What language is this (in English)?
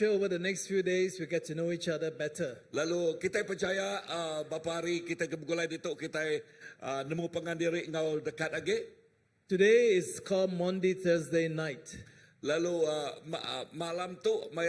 Iban